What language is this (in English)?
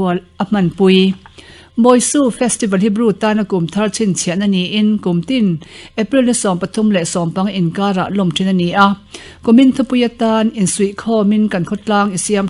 Mizo